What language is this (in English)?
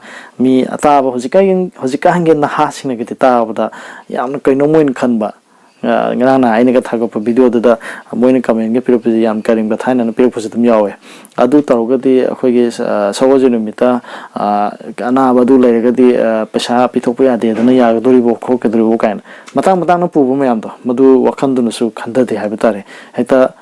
Manipuri